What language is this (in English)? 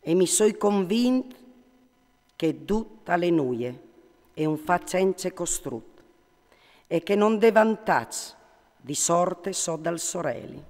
Friulian